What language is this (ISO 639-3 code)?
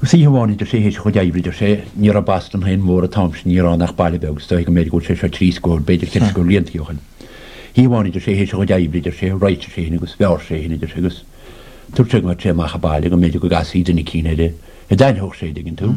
gle